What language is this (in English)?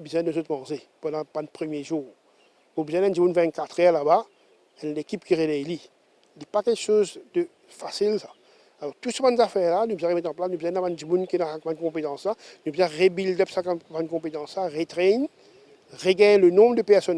Morisyen